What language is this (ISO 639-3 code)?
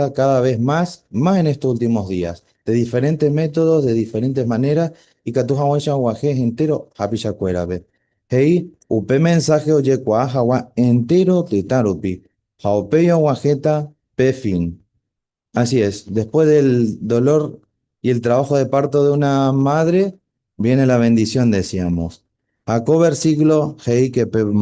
grn